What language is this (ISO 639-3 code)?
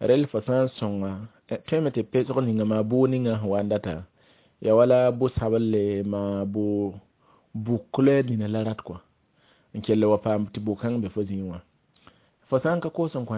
mos